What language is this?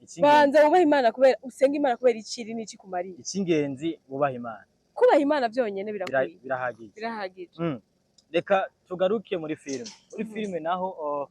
Rundi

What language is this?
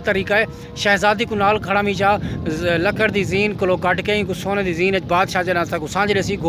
Saraiki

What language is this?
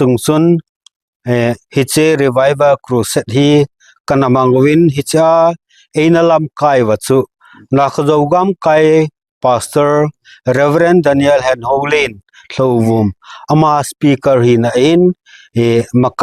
Thado Chin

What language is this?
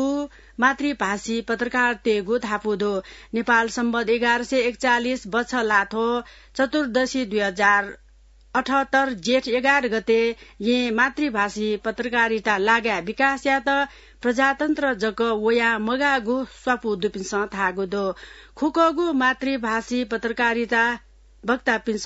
Newari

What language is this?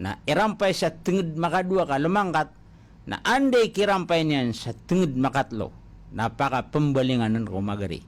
Maranao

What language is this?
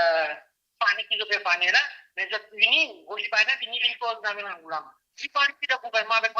Morisyen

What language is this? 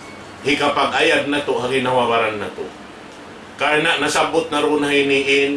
Tausug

